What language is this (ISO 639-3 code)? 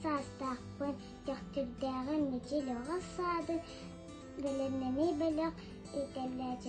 sah